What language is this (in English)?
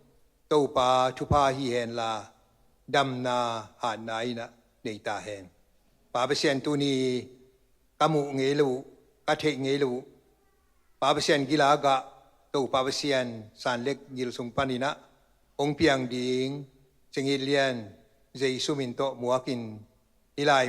Tedim Chin